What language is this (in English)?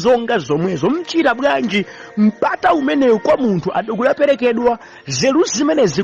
Nyanja